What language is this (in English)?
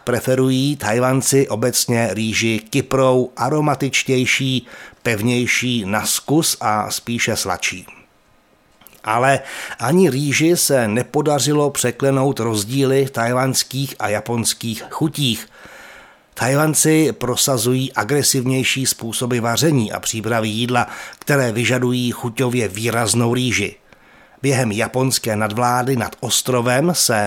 Czech